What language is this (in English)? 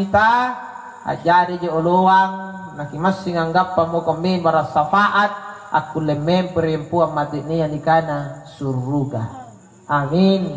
Makasar